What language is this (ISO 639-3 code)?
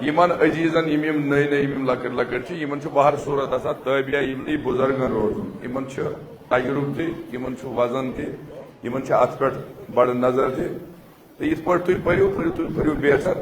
kas